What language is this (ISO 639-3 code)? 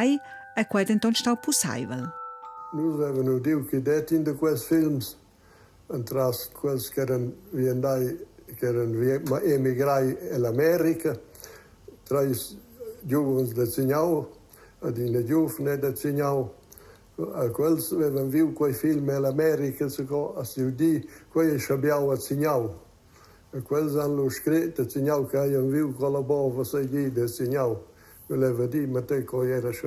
roh